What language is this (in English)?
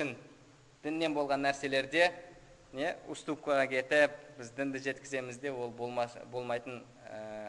Kazakh